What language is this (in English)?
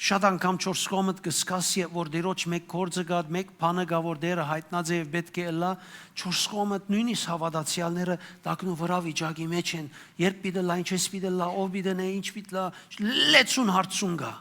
Western Armenian